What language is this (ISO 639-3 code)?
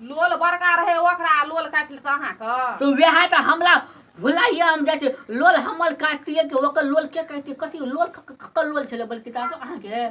mai